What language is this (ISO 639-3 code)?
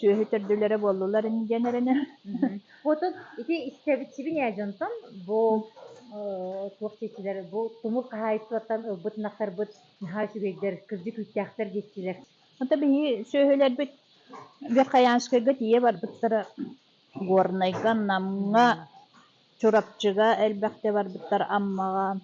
sah